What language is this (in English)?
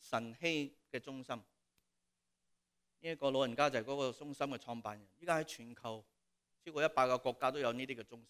Cantonese